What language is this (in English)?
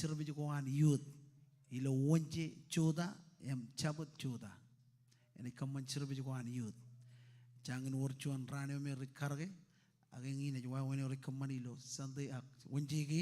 Marshallese